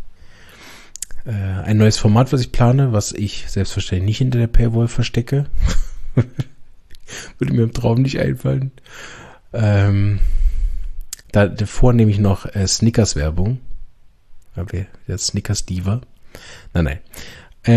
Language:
German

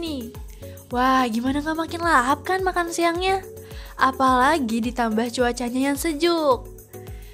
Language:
Indonesian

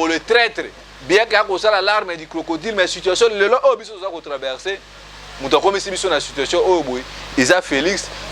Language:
Lingala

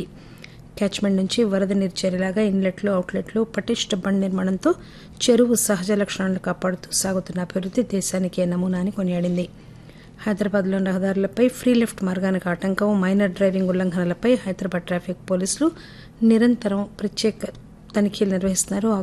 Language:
Telugu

